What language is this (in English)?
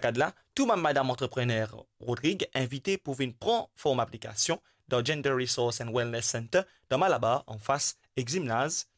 Morisyen